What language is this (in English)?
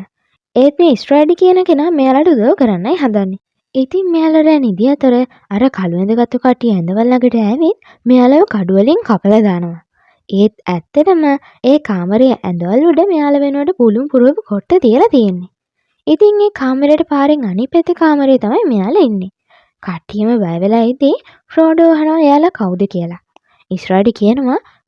Sinhala